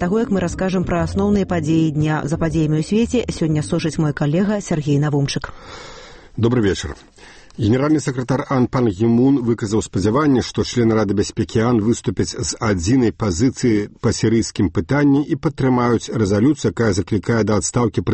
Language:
Belarusian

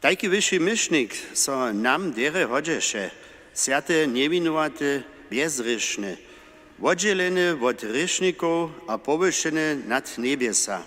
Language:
Upper Sorbian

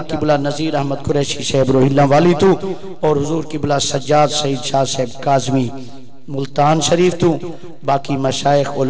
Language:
Saraiki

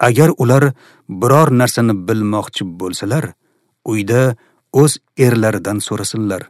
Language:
Uzbek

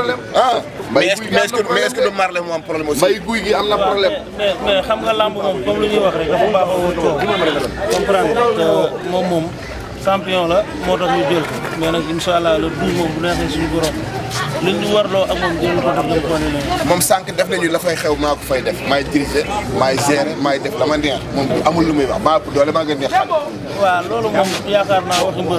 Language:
Wolof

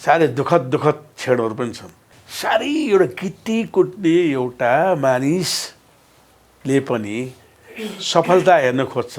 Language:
Nepali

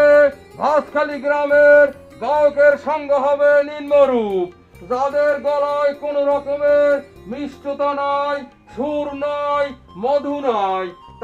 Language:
Bangla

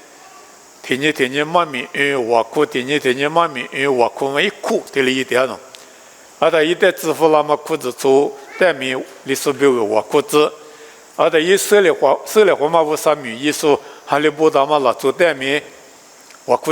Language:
Lisu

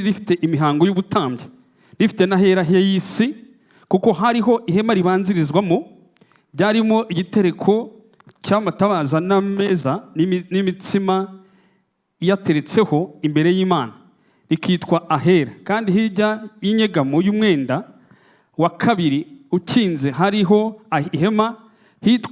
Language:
Kinyarwanda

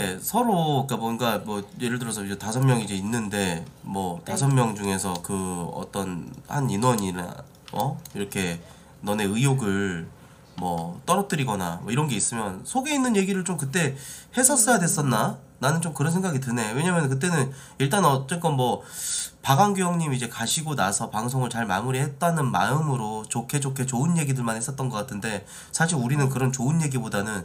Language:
Korean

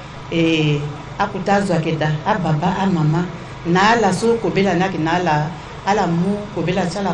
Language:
Sango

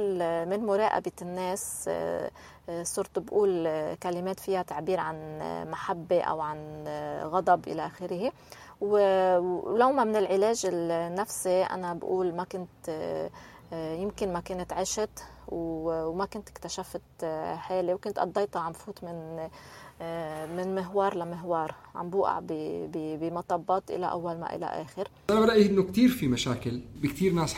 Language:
North Levantine Arabic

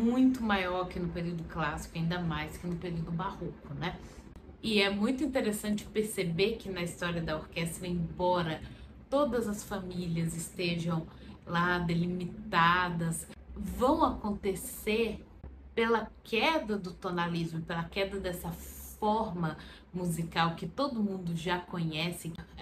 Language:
Portuguese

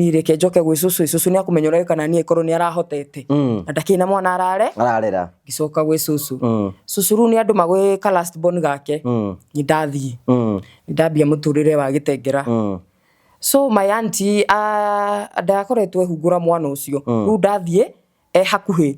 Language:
Kikuyu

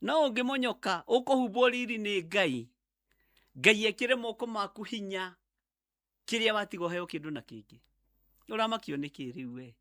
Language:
Kikuyu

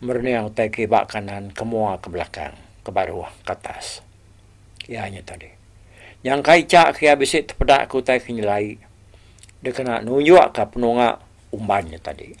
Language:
Iban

